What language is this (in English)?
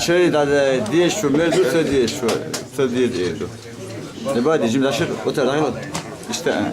Chechen